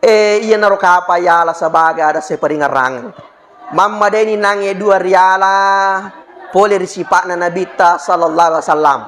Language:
Buginese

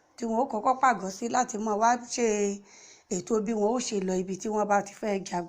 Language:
Yoruba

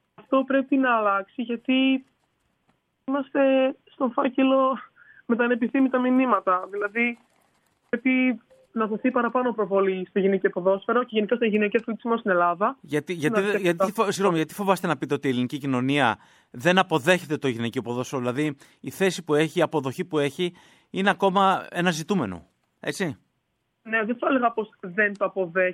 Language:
Greek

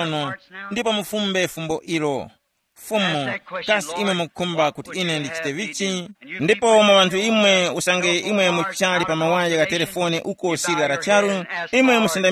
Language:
Tumbuka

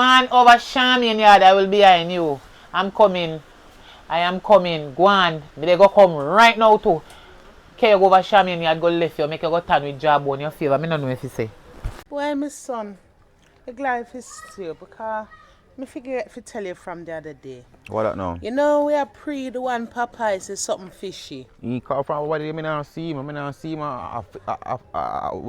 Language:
Jamaican Creole English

